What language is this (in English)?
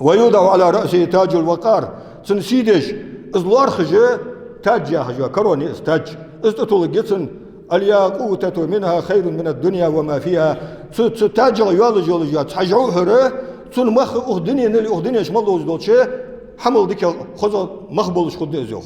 Ingush